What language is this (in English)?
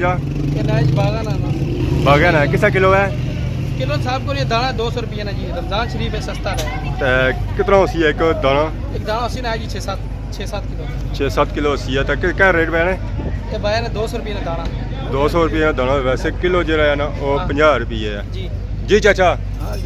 Pahari-Potwari